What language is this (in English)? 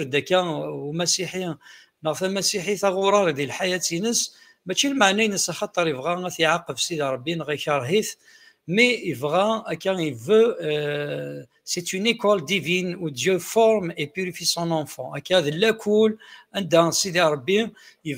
Kabyle